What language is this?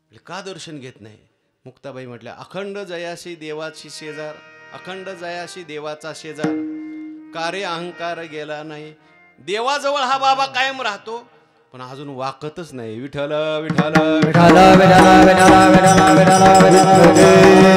Marathi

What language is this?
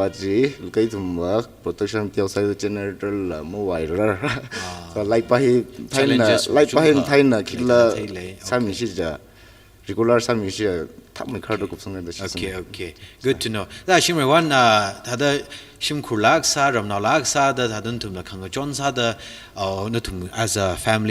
Tangkhul Naga (India)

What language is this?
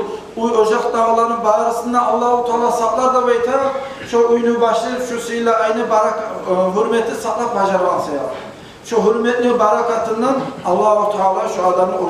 Kumyk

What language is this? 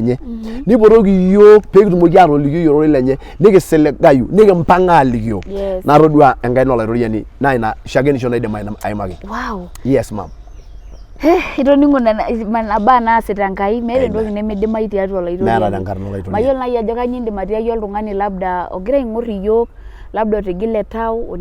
Masai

